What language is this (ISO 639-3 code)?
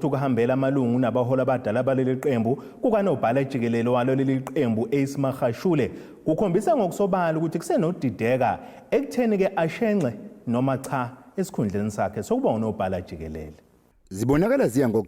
zul